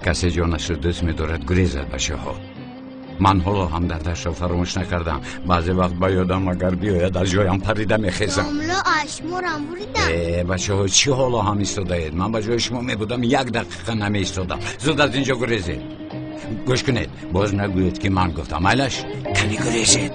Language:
Tajik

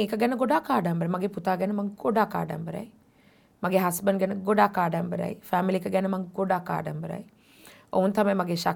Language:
Sinhala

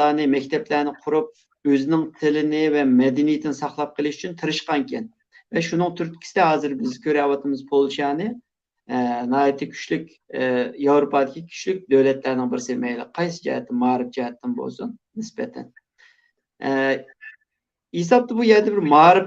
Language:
Uyghur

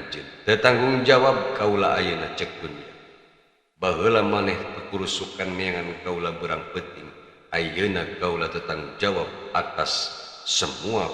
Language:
Sundanese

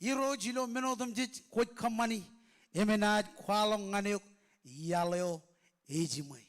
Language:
Marshallese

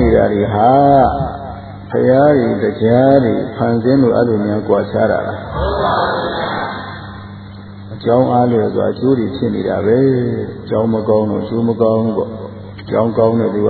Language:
Burmese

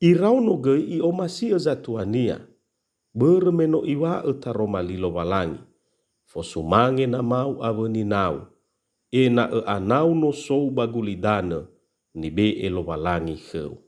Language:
Nias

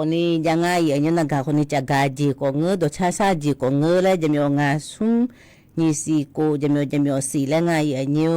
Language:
Akha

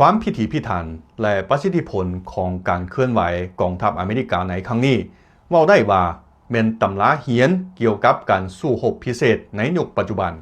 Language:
Lao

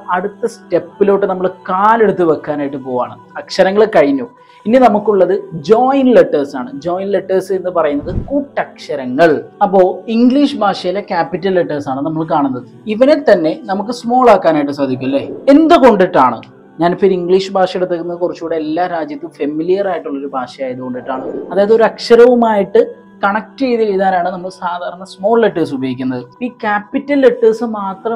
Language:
Malayalam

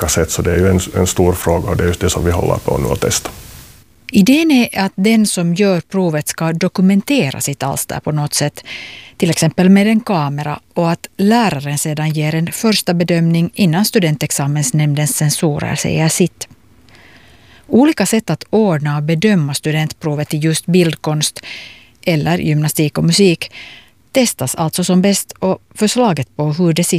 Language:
Swedish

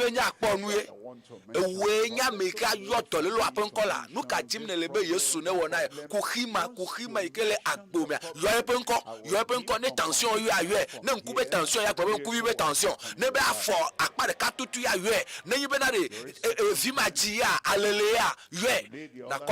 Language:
Ewe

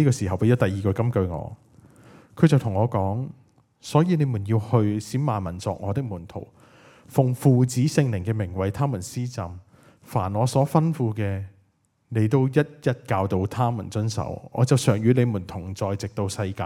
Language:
Cantonese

